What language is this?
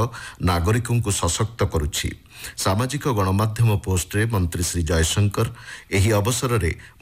Odia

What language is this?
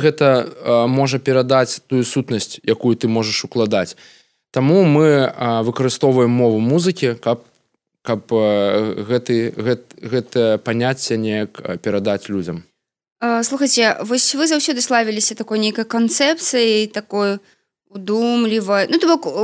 Belarusian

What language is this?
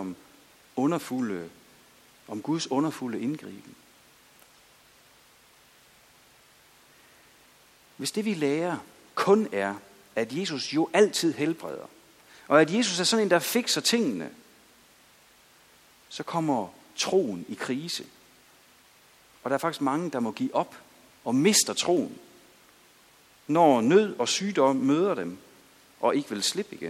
Danish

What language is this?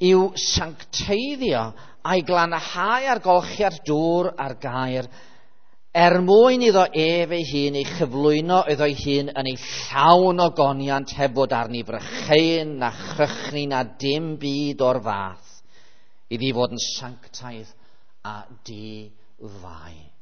Welsh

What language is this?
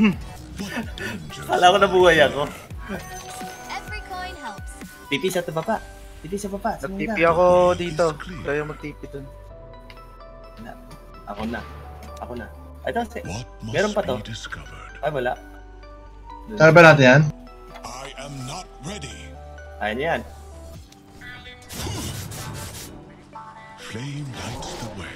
Filipino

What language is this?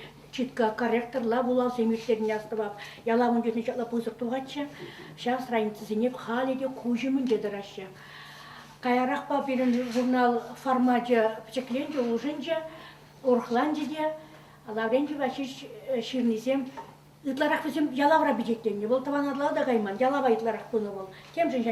Chuvash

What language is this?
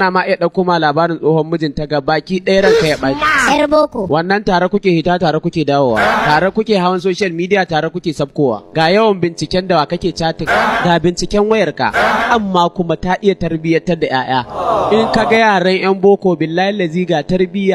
Hausa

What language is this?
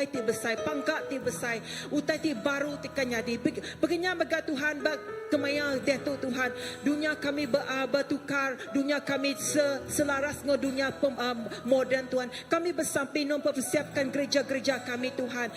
Iban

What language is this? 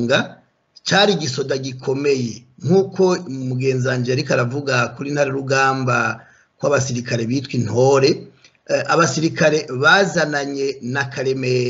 Rundi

